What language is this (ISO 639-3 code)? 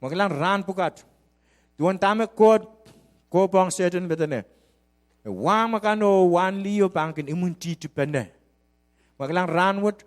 pon